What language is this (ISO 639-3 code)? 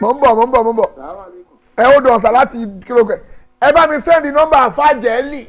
yor